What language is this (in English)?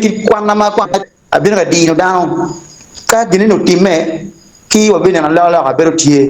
Acoli